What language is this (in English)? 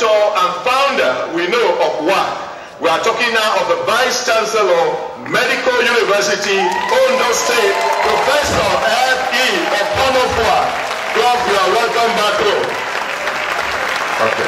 English